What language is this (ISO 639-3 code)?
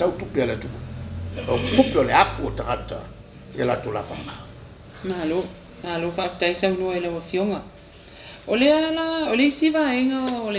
smo